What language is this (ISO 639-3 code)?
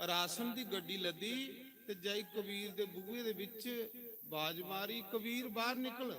doi